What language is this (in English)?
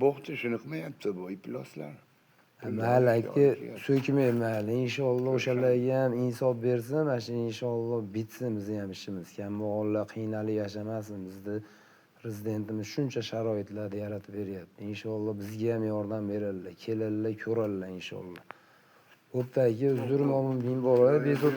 Uzbek